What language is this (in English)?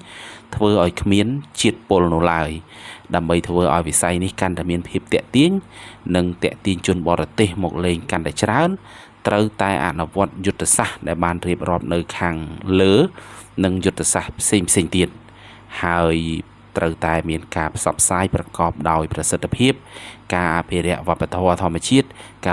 Khmer